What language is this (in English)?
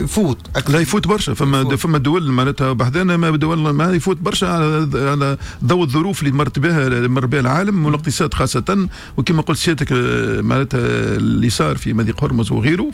Tunisian Arabic